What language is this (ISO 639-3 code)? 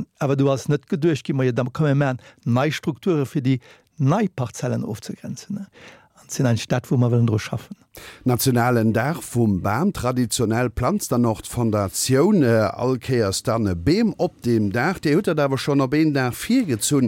ltz